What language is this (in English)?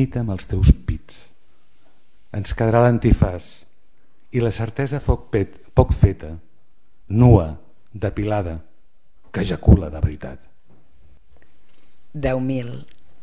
Catalan